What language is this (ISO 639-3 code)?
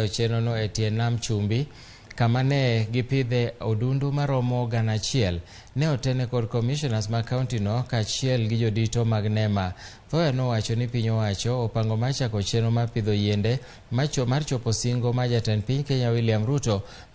luo